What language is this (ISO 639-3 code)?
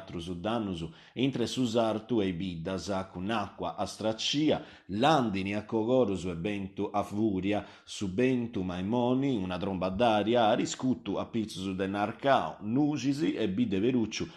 srd